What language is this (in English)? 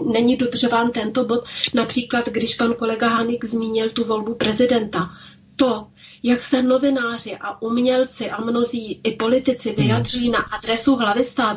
Czech